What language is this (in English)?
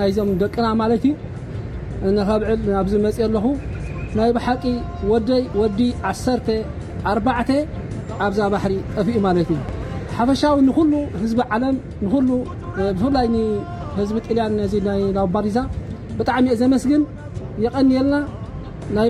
Tigrinya